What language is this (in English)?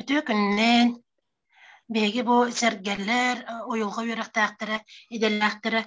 Yakut